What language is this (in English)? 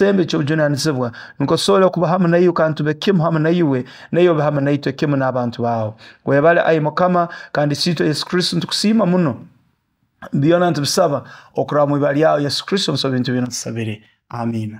Nyoro